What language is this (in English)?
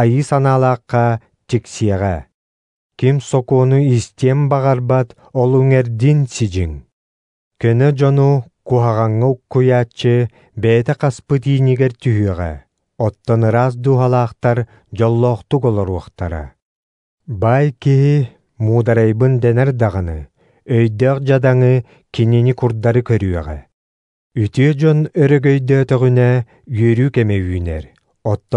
Yakut